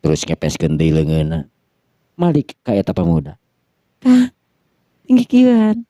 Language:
Sundanese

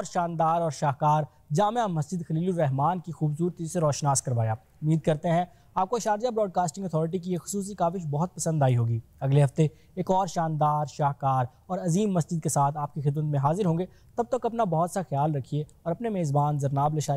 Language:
Urdu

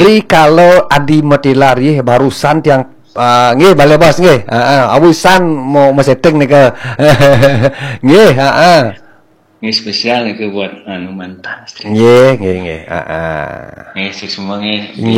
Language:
Balinese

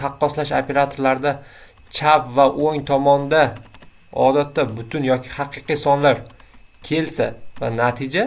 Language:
Uzbek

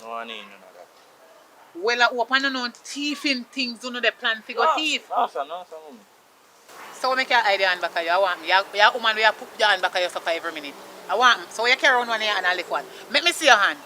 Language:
Jamaican Creole English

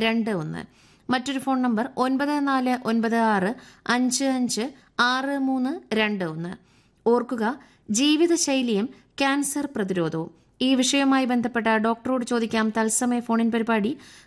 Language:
Malayalam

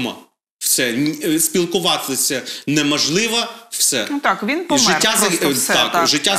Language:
Ukrainian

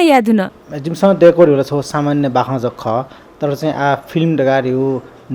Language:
Newari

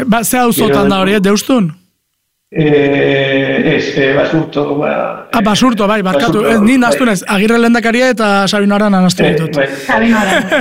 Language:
Basque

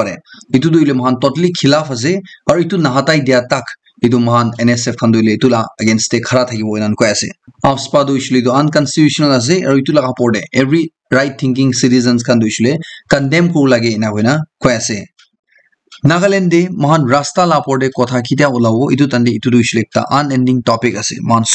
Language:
Naga Pidgin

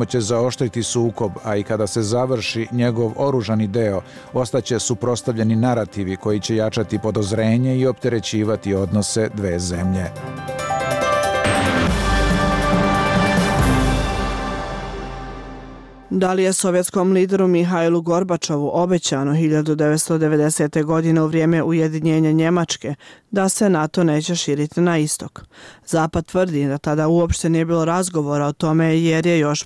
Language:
Serbian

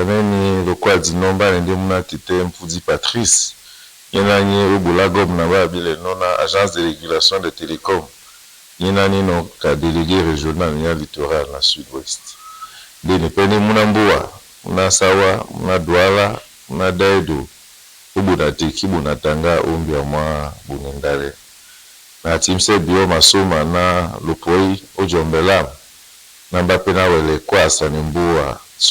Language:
Duala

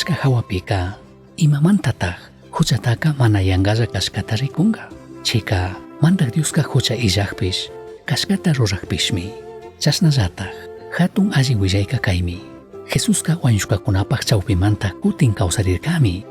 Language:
Chimborazo Highland Quichua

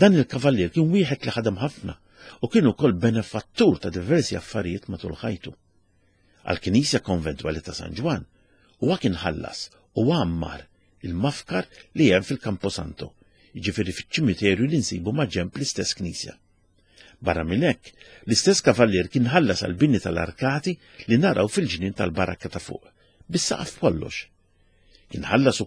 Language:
Maltese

